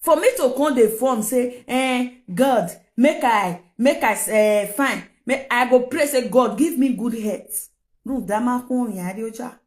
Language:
Nigerian Pidgin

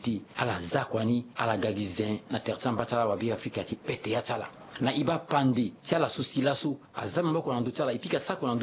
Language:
Sango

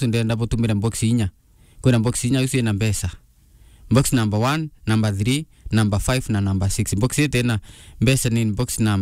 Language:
Meru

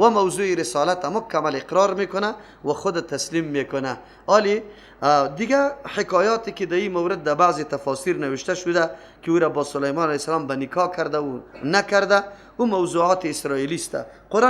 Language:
Persian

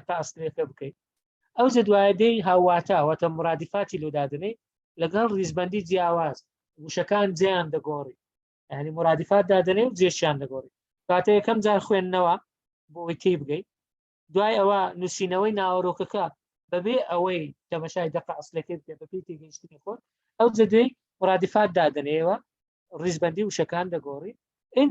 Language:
Central Kurdish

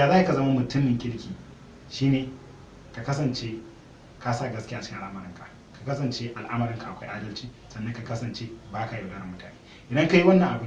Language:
Hausa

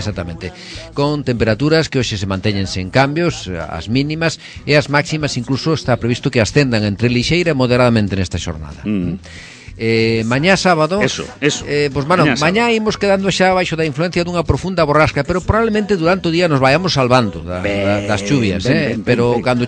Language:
Galician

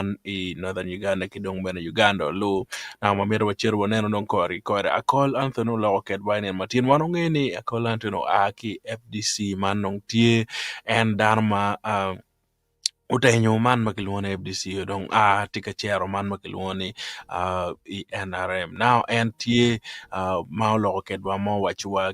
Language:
Acoli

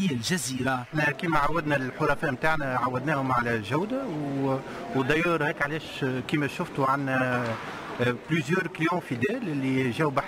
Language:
Tunisian Arabic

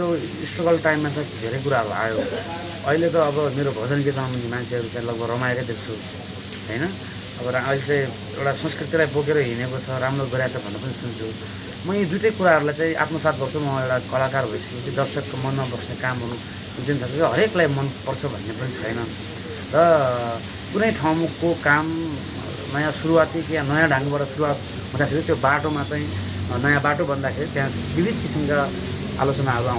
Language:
Nepali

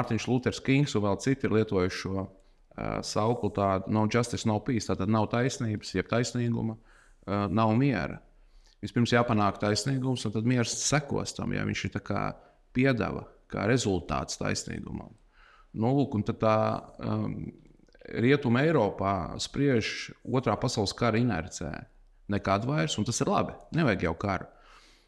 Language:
Latvian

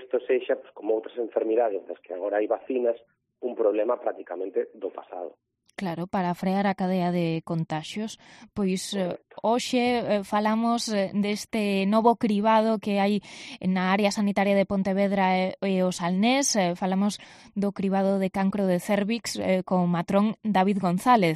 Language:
Galician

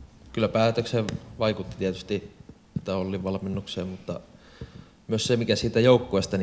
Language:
Finnish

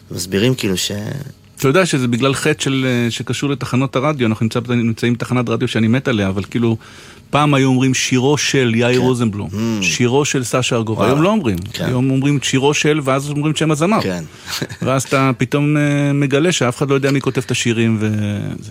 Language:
Hebrew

